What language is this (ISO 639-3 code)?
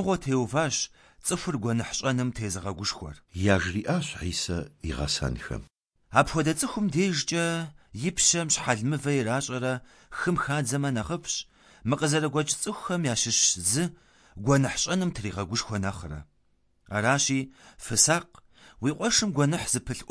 kbd